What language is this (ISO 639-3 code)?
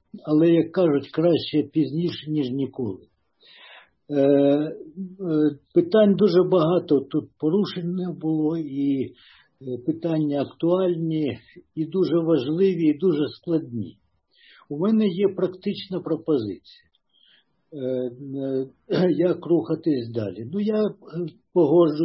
ukr